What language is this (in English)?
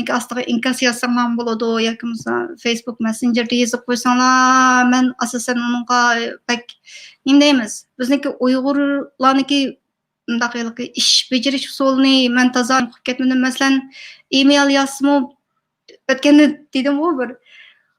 Uyghur